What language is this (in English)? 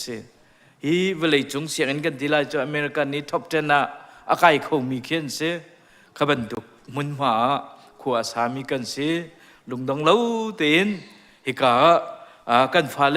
Hakha Chin